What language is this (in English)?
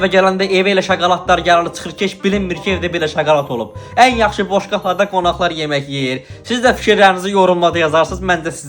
Azerbaijani